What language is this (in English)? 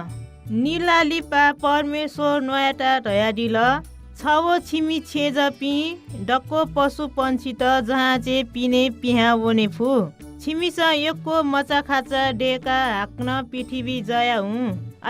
Newari